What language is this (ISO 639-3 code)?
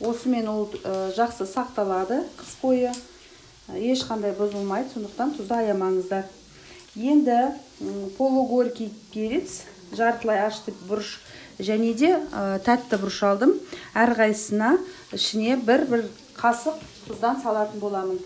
kaz